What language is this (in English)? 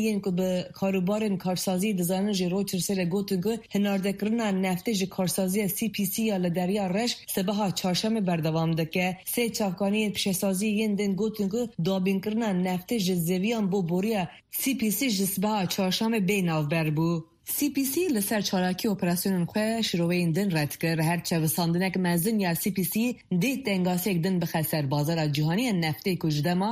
Central Kurdish